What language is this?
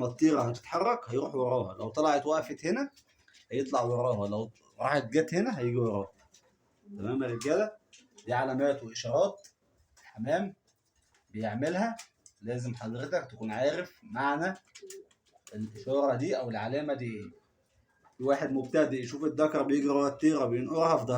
Egyptian Arabic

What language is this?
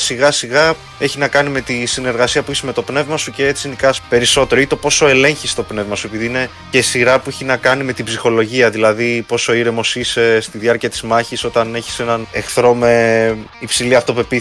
Greek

